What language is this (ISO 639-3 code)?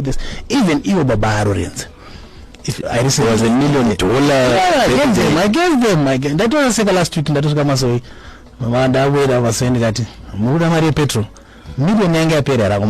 sna